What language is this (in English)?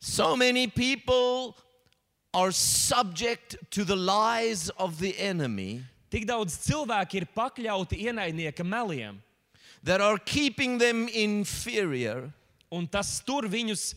Latvian